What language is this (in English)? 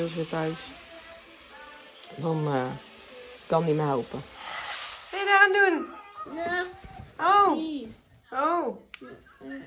Dutch